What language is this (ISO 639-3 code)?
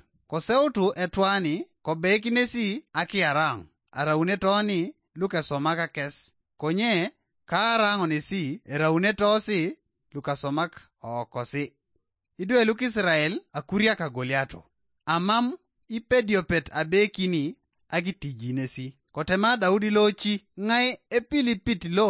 teo